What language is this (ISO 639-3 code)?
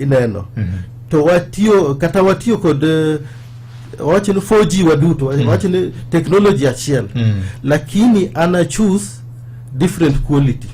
luo